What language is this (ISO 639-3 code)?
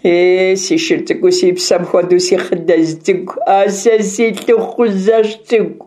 kbd